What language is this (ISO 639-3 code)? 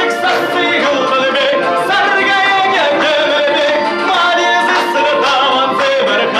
chv